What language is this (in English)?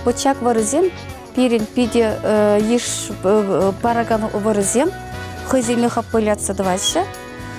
Chuvash